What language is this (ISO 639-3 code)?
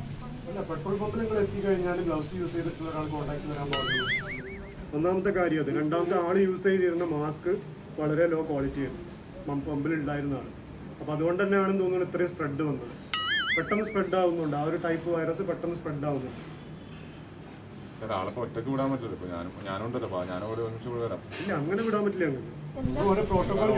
mal